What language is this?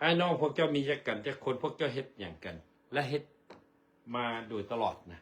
Lao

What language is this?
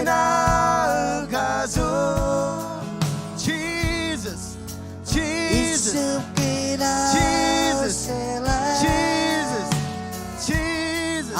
Marshallese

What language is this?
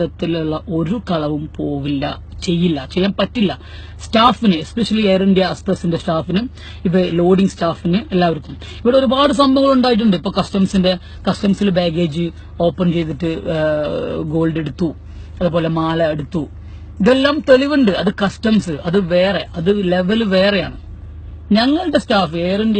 Malayalam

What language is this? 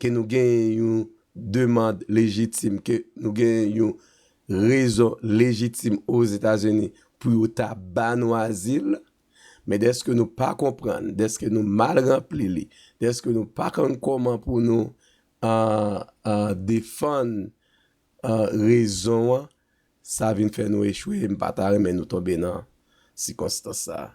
Haitian Creole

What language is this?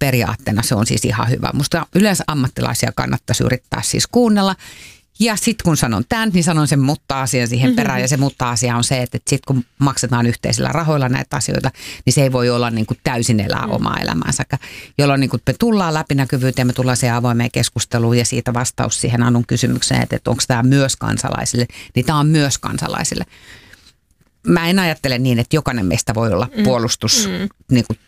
Finnish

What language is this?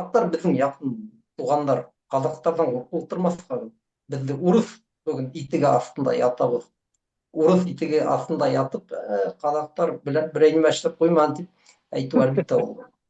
Bashkir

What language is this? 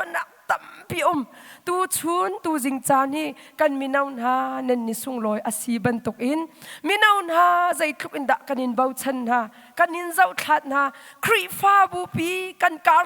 Hakha Chin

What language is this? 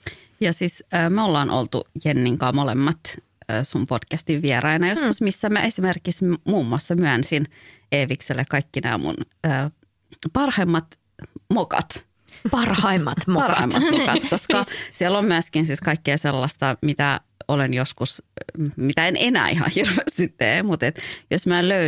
Finnish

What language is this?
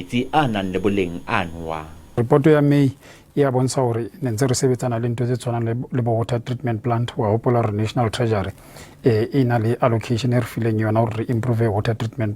Southern Sotho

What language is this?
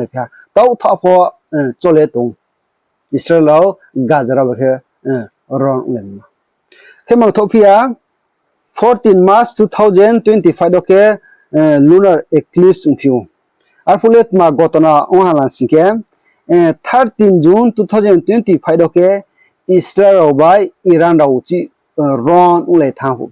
Riang (India)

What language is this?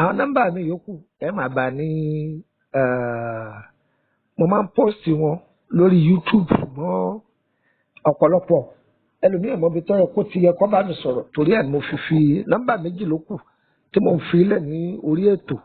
Yoruba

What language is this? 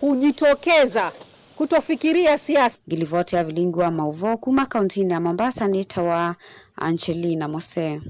Kamba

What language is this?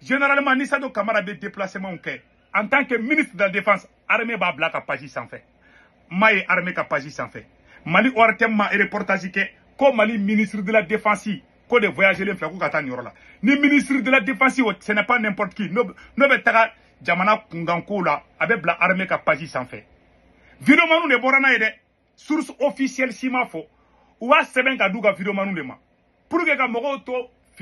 Bambara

